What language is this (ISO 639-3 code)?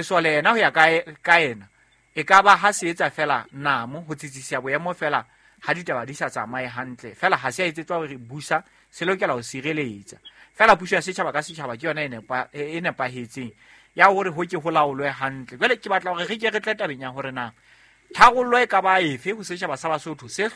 sot